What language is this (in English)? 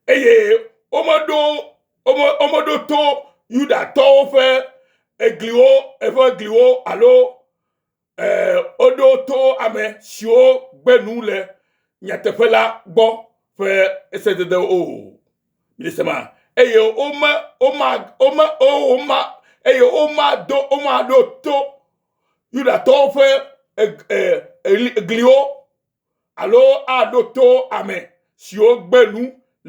Ewe